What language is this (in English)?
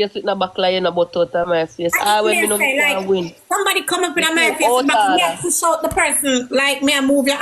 Jamaican Creole English